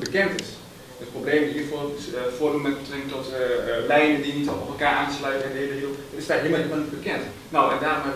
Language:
Dutch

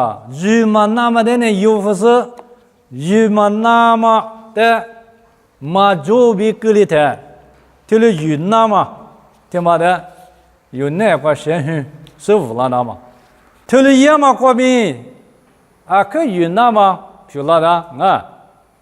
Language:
Lisu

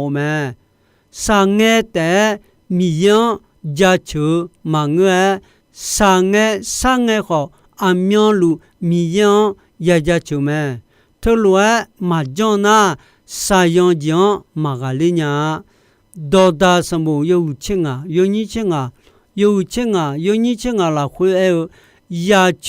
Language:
Akha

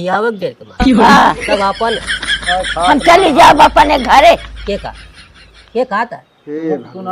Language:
Awadhi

